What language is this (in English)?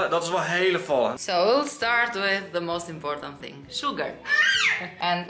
Western Frisian